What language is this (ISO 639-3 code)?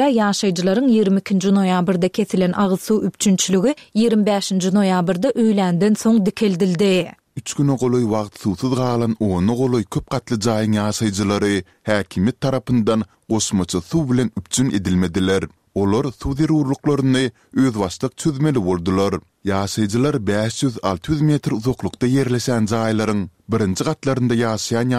tuk